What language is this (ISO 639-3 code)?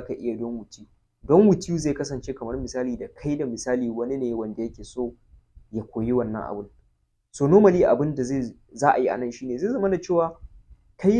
hau